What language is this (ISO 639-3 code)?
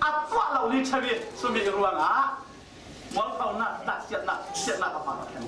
cfm